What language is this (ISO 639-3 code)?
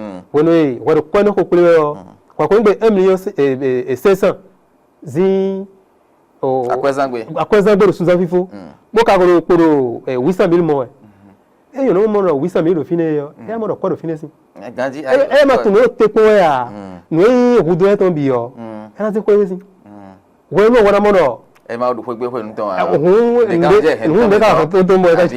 fon